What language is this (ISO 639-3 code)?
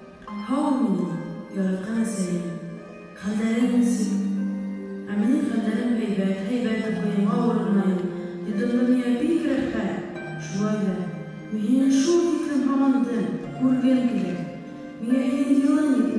bak